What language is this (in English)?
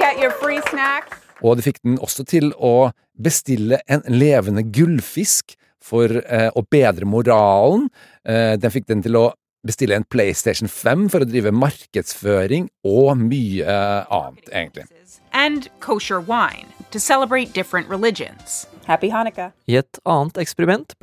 Norwegian